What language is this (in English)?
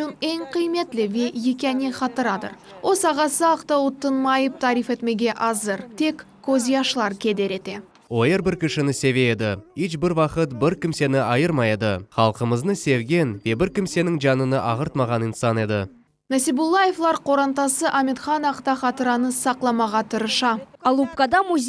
Crimean Tatar